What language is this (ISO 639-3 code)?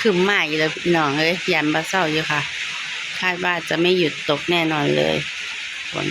tts